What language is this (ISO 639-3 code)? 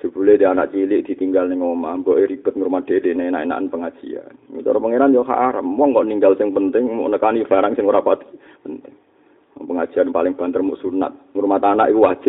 jav